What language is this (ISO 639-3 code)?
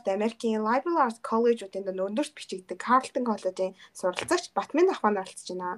mon